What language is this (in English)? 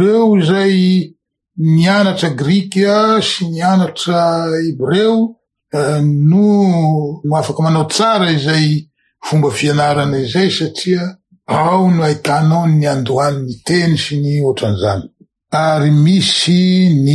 Malagasy